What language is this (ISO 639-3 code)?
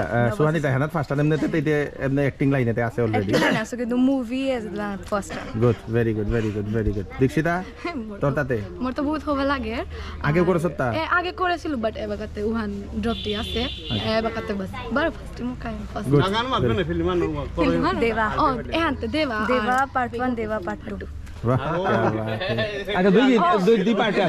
bpy